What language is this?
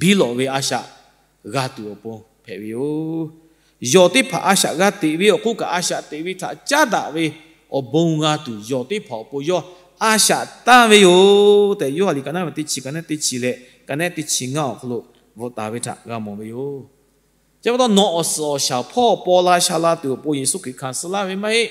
Lahu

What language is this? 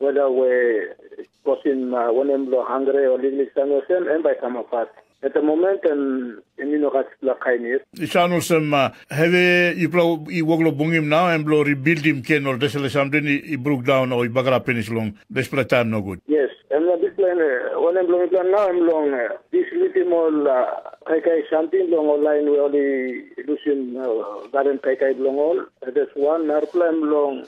Tok Pisin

